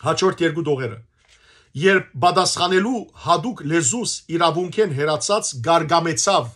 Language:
Western Armenian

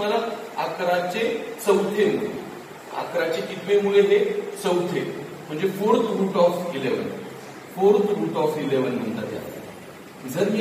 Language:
Marathi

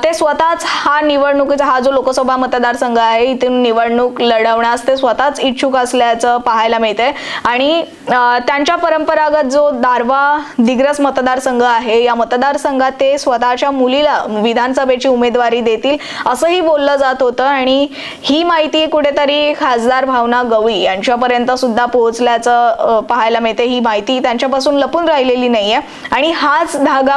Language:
Marathi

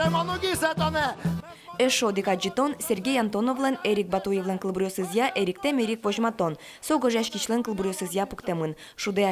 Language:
Udmurt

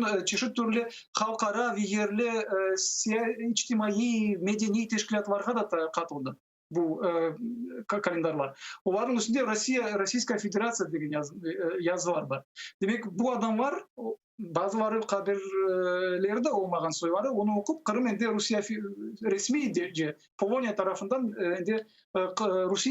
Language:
Crimean Tatar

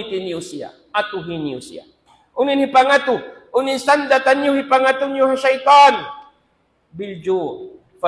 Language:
Tausug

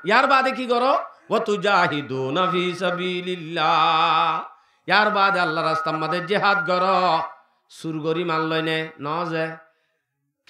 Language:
Rohingya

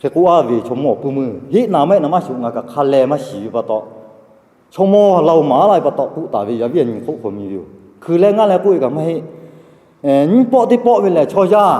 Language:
Lahu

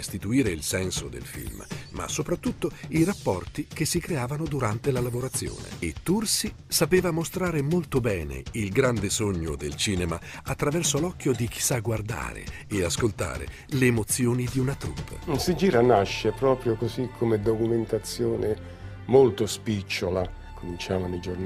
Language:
Italian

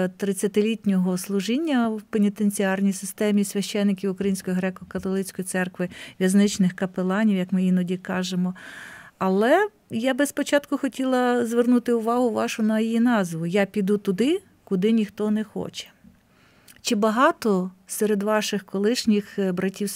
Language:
Ukrainian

